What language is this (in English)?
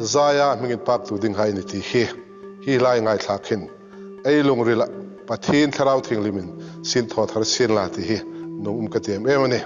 Hmar